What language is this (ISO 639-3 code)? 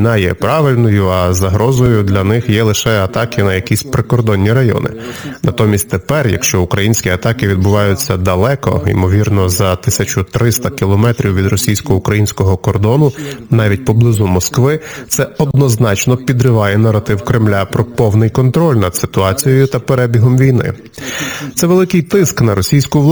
ukr